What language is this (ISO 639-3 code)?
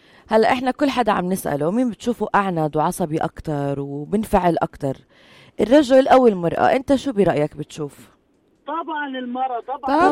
apc